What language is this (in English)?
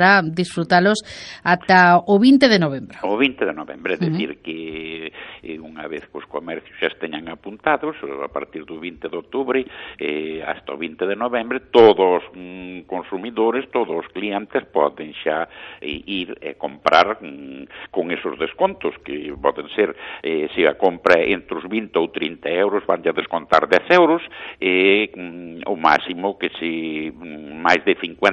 Galician